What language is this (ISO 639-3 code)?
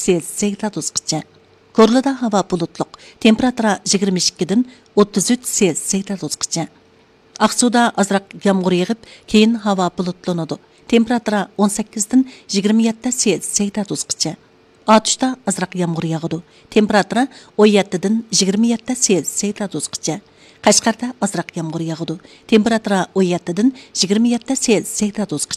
uig